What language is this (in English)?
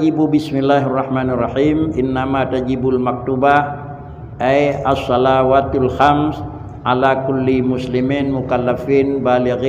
Achinese